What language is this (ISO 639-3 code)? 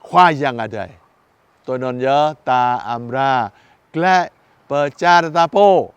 jra